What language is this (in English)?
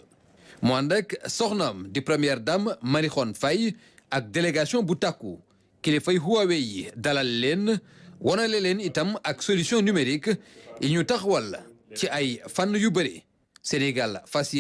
Wolof